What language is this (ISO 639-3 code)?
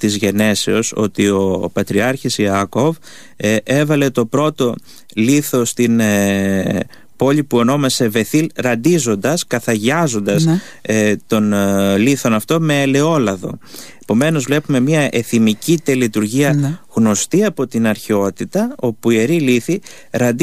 ell